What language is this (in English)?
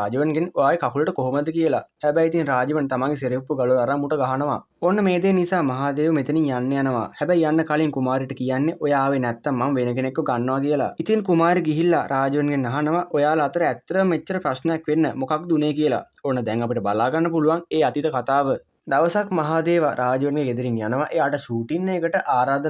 Sinhala